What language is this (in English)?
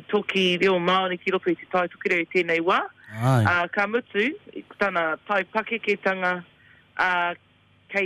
Māori